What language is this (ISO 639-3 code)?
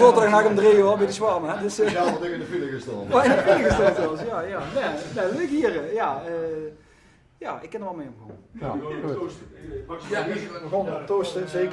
lim